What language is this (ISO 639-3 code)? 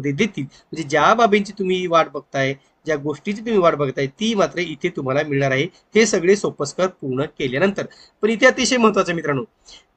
mar